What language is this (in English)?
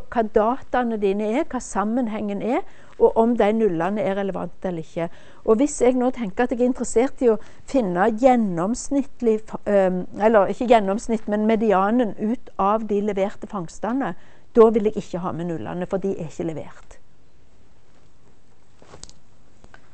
Norwegian